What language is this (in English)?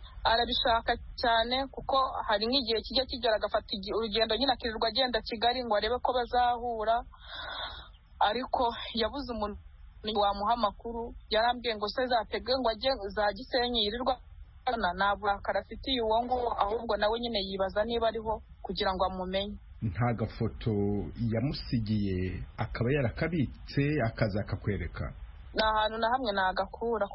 Kinyarwanda